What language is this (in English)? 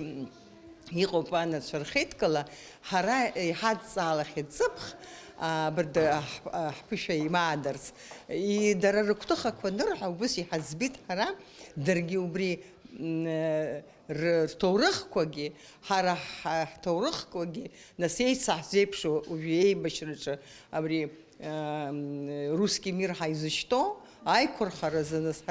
Abkhazian